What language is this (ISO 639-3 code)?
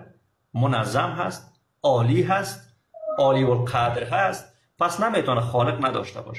fas